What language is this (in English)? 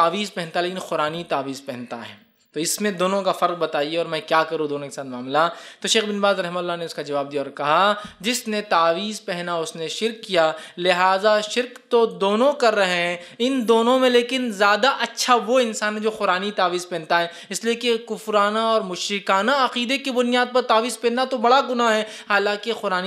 Urdu